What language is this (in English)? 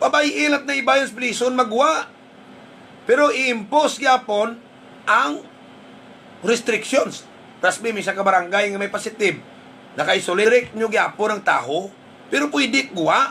Hiligaynon